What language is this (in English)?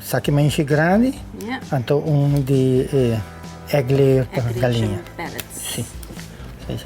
Papiamento